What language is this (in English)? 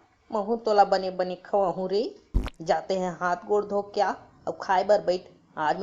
Chhattisgarhi